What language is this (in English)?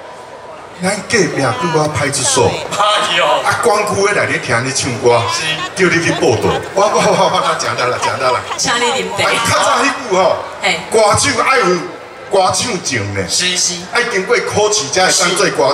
Min Nan Chinese